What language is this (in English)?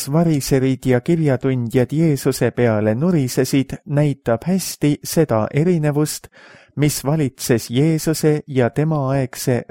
Estonian